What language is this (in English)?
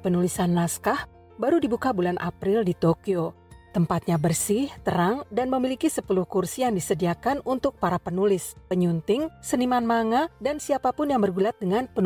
Indonesian